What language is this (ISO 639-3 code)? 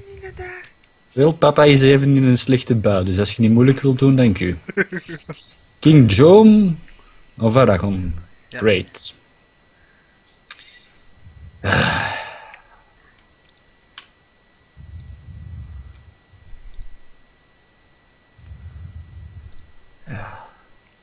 nld